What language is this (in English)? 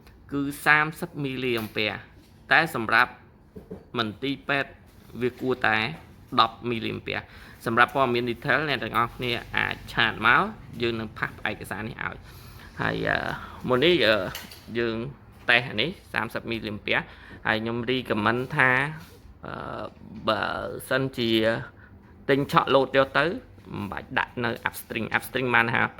Khmer